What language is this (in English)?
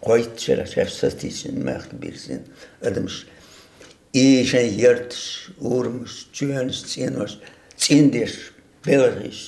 Chechen